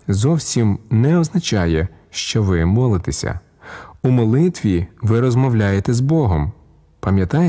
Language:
Ukrainian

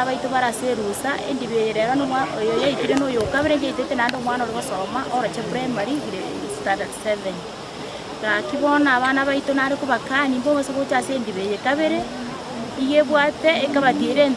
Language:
Gusii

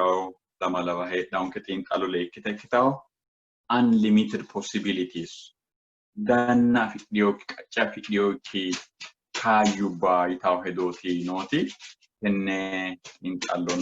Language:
Sidamo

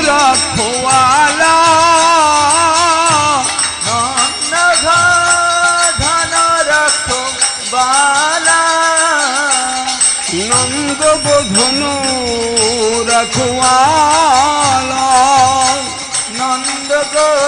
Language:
Bangla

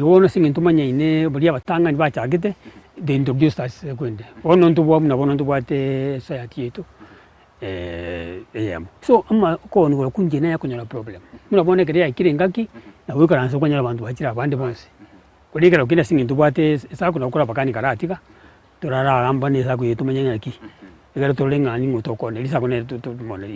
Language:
Gusii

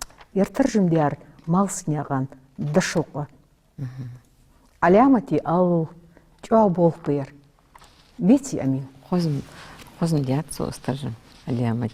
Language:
Ingush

